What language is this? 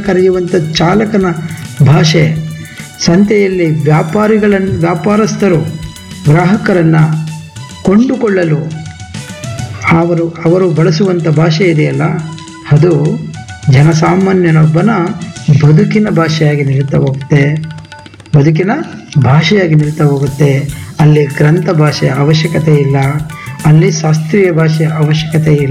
Kannada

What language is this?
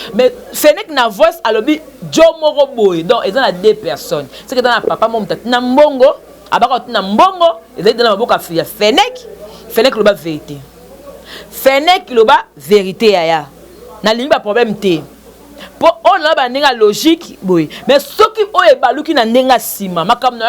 Lingala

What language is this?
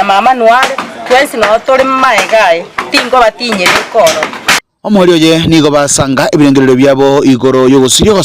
Gusii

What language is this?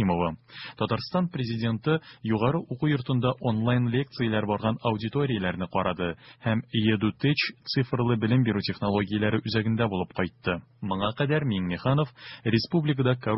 Tatar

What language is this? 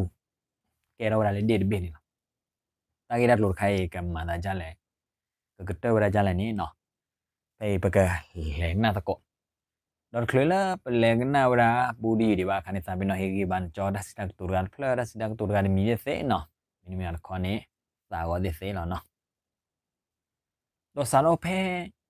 S'gaw Karen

